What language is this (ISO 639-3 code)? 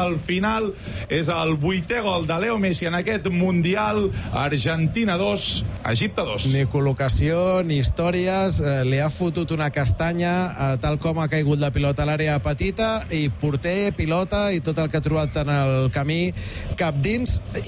cat